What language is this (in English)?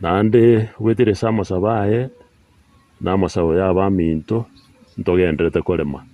Gusii